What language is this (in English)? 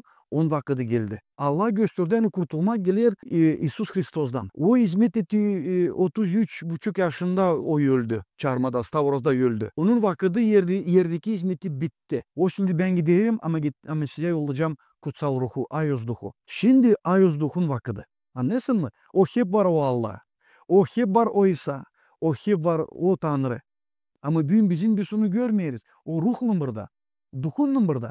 Gagauz